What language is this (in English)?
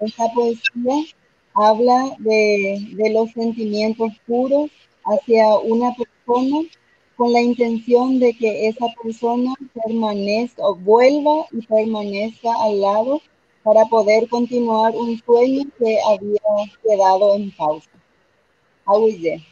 Guarani